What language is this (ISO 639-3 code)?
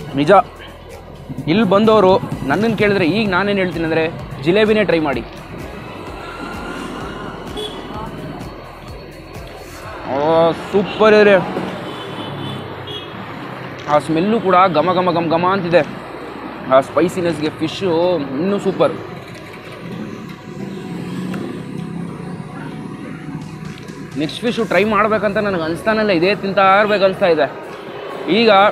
kan